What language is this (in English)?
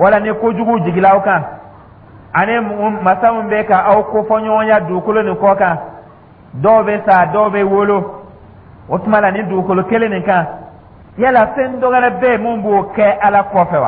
Dyula